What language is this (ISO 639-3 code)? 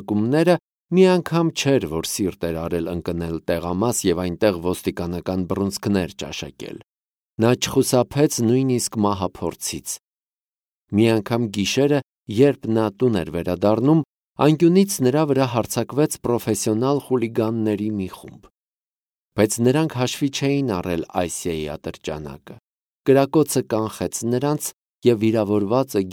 hye